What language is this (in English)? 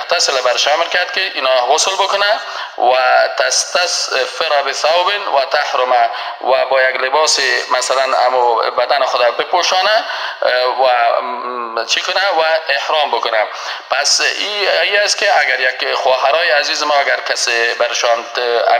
Persian